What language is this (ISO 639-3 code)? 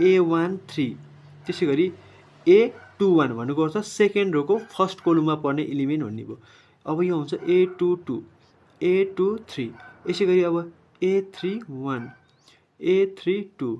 nep